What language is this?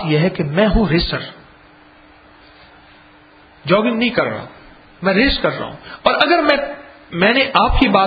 Urdu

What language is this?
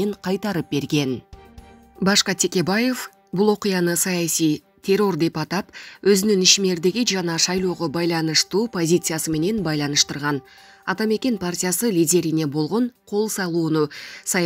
Kyrgyz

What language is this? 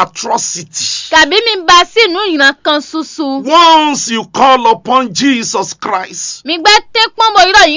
Fon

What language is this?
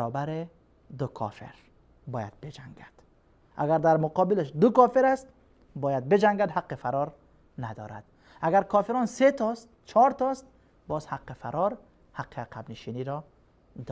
Persian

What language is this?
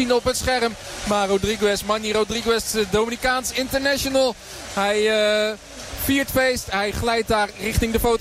Dutch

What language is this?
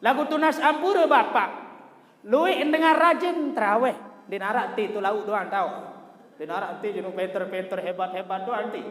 Sasak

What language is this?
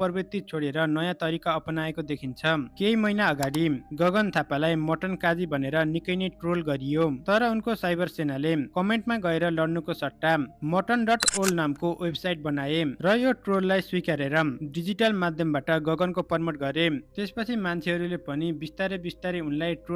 Nepali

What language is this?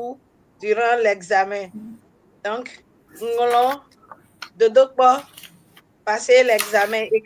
Ewe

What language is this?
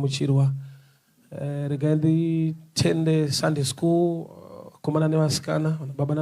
Shona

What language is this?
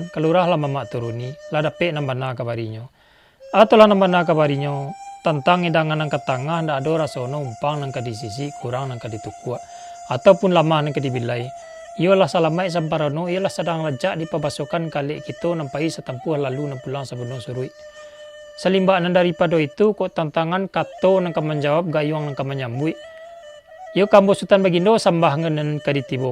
Minangkabau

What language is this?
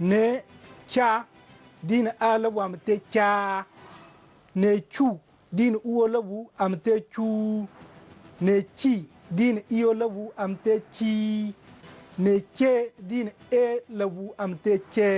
Zarma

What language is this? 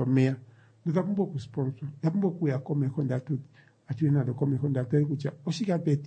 Kuanyama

